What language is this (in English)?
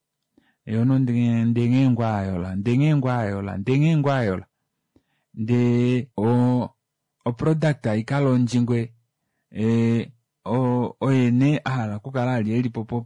Kuanyama